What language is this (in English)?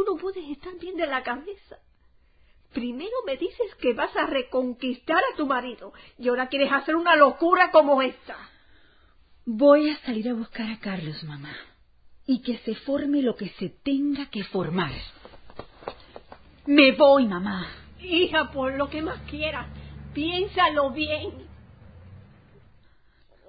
Spanish